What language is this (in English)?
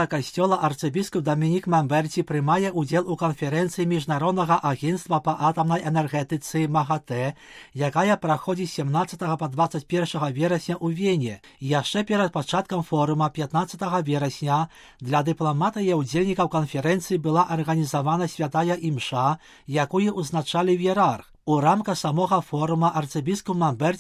Belarusian